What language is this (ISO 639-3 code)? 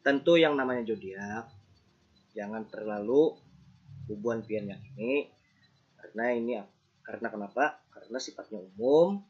bjn